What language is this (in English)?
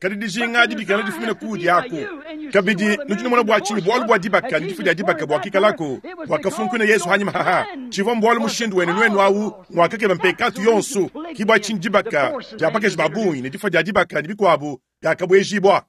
Luba-Lulua